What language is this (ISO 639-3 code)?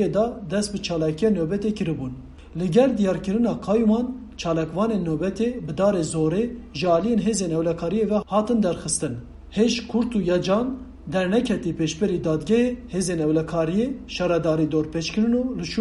kur